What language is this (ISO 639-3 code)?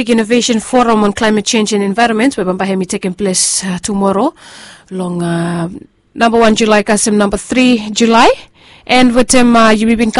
bis